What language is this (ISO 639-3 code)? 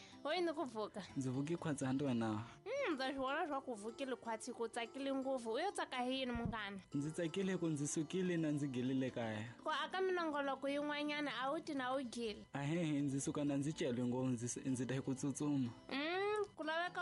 tso